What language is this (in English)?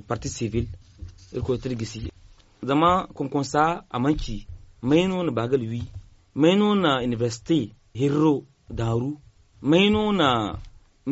Zarma